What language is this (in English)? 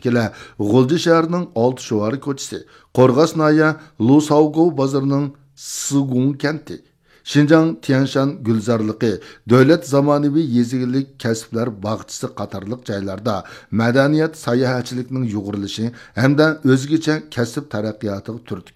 Uyghur